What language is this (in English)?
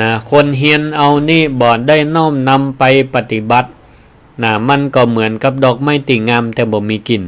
Northern Thai